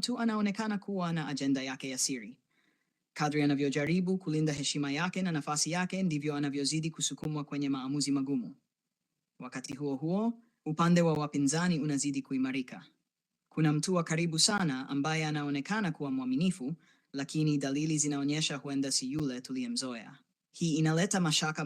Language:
Swahili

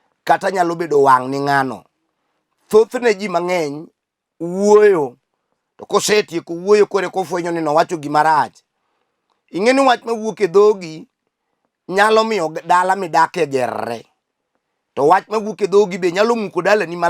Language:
Luo (Kenya and Tanzania)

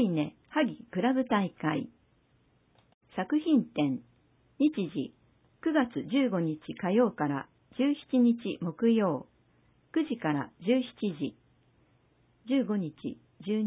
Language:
Japanese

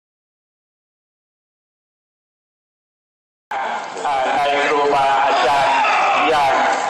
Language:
Thai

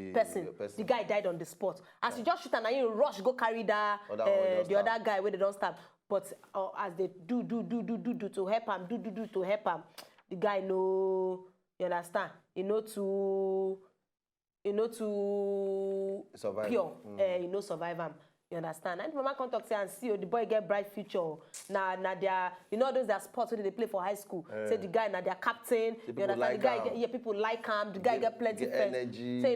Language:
Nigerian Pidgin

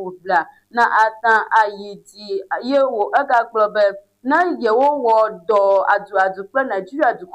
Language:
Ewe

